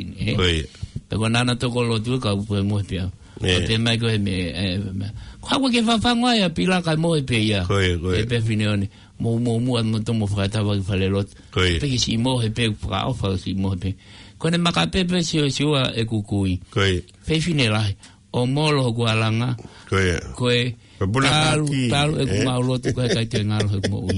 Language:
Tongan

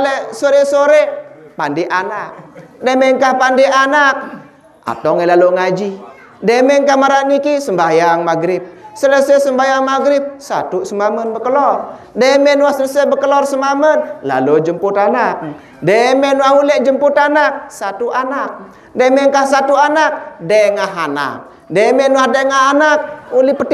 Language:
Sasak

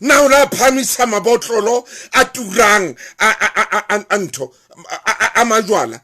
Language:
Southern Sotho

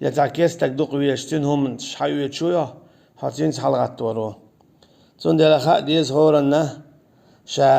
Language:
Chechen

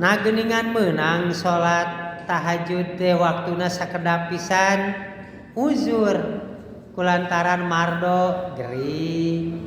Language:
Sundanese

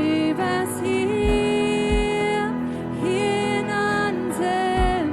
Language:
Plautdietsch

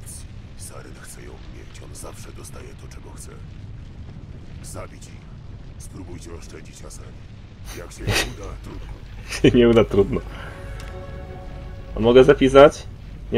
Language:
Polish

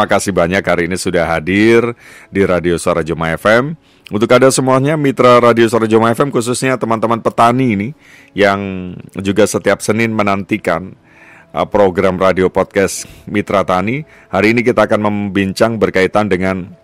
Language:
Indonesian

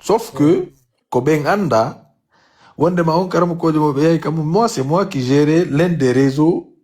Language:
Pular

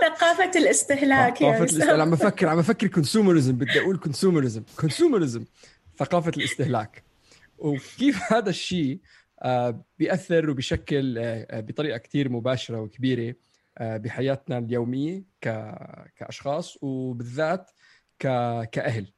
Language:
North Levantine Arabic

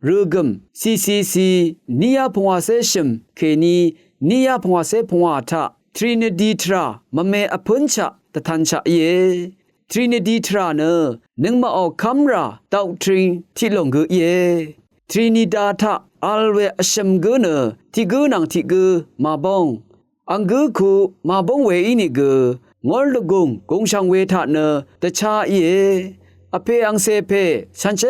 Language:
Rawang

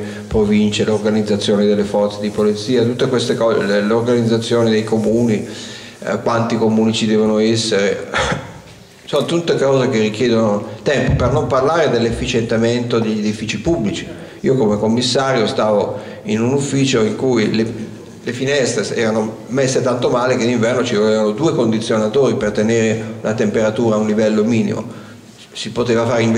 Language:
Italian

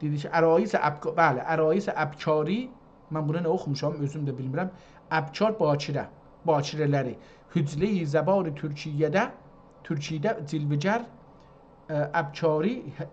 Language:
South Azerbaijani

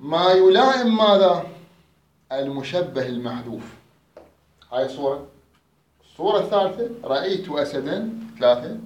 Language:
Mesopotamian Arabic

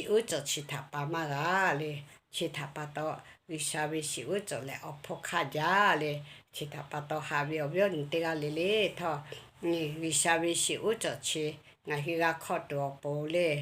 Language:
Lahu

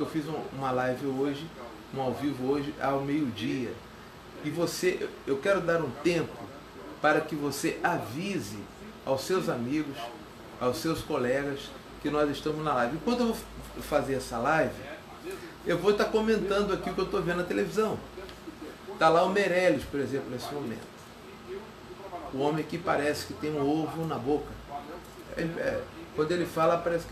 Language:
Portuguese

